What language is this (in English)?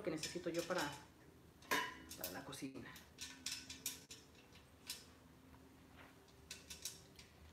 Spanish